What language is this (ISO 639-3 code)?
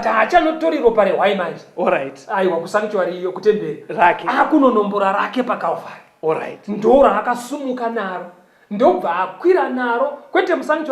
sna